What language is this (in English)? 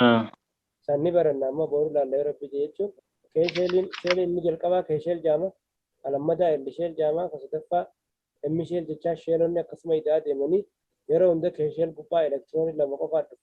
Oromo